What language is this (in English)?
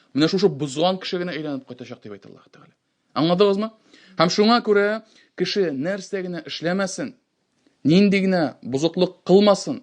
Tatar